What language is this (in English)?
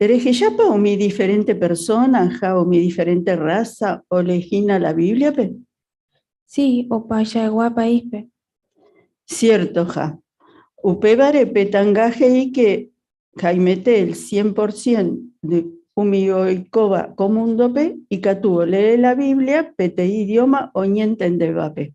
Guarani